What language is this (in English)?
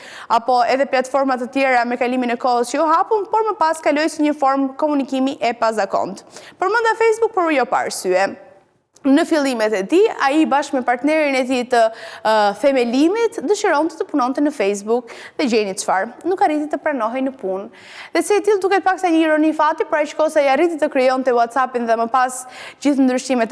Albanian